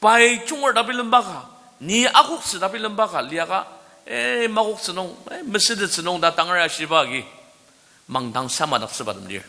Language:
Ao Naga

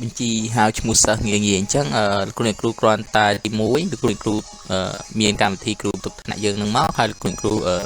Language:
Khmer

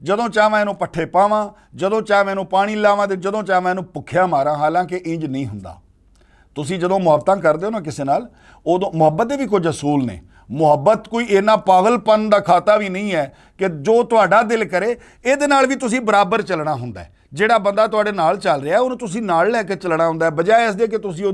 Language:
Western Panjabi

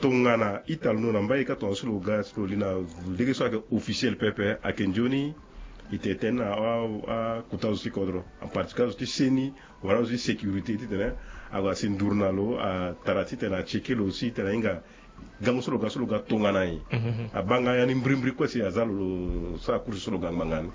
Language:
Sango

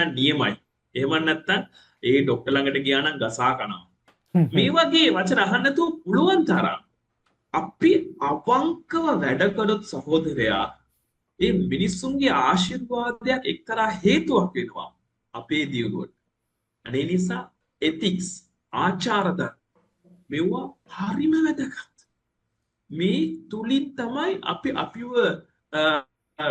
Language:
Sinhala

